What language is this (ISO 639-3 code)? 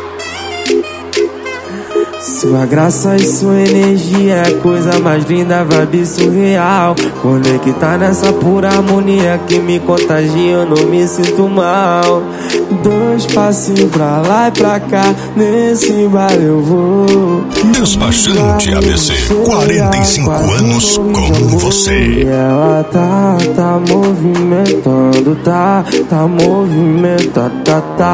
por